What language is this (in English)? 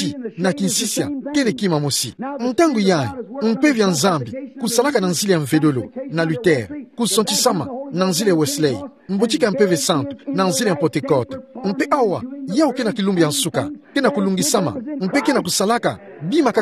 Kituba (Democratic Republic of Congo)